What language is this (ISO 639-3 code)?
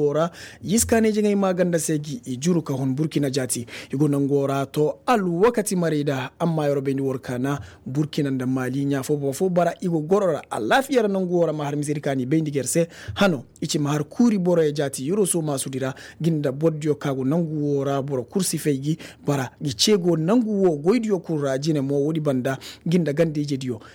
ses